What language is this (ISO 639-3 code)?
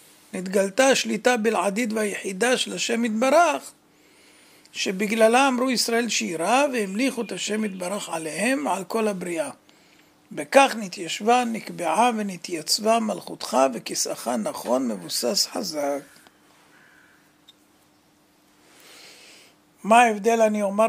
heb